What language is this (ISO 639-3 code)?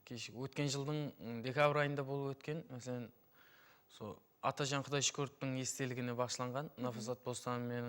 kaa